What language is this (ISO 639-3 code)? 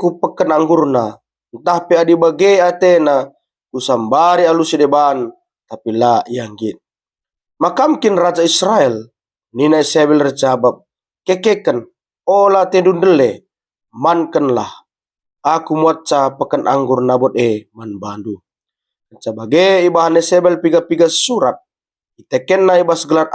btx